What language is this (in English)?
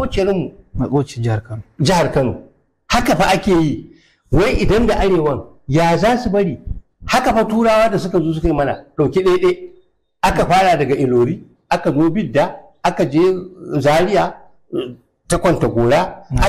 Hausa